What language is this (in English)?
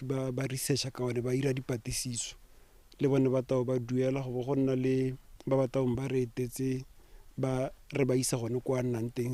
Tswana